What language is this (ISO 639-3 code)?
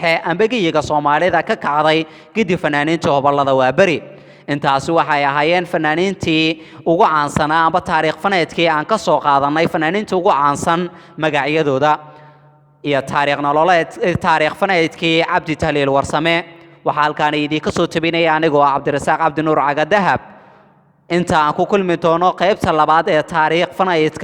som